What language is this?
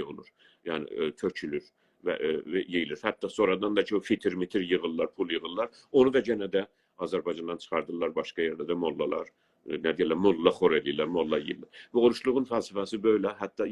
South Azerbaijani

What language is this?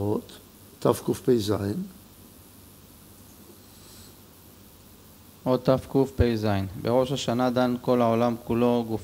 Hebrew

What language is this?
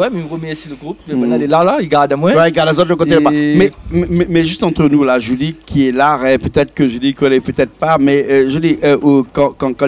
Réunion Creole French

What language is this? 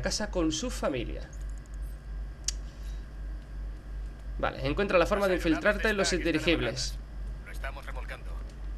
Spanish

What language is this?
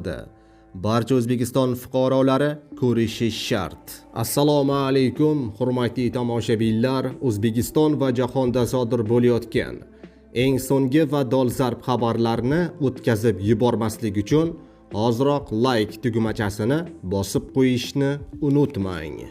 Uzbek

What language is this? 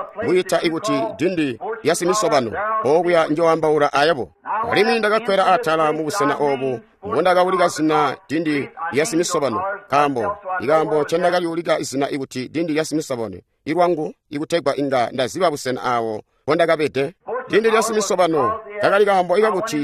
Tonga (Zambia)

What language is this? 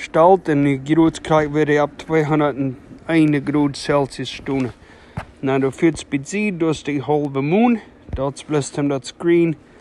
Plautdietsch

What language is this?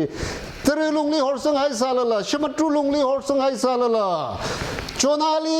Tangkhul Naga (India)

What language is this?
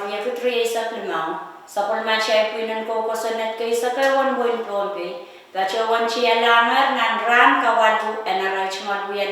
Pohnpeian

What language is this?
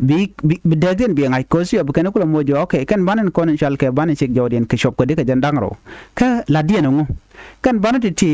Nuer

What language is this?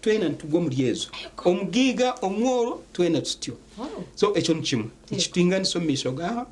Nyankole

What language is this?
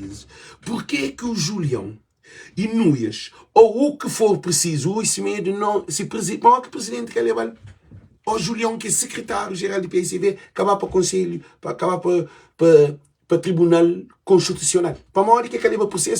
Kabuverdianu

